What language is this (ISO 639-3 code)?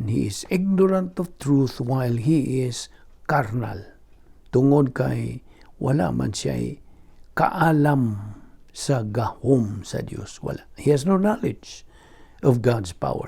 ceb